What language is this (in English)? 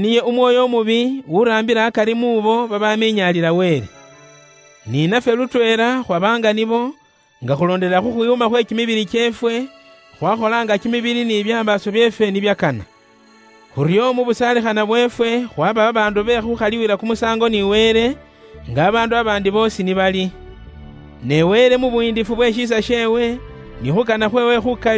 Luyia